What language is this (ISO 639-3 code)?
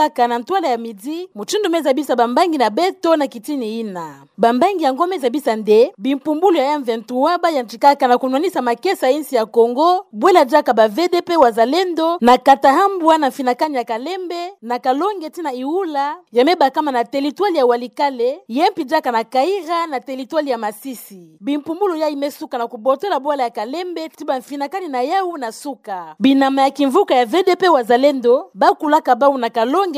ktu